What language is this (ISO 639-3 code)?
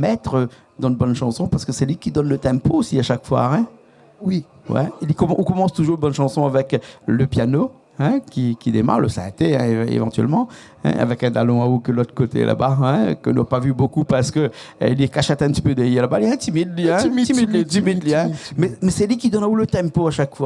rcf